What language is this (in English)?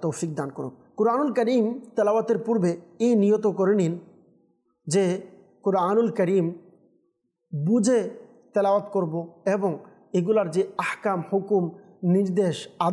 Bangla